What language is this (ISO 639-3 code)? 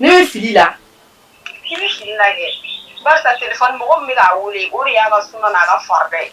bam